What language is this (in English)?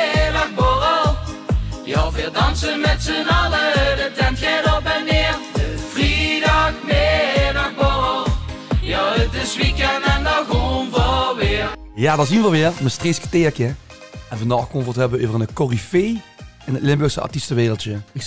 Limburgish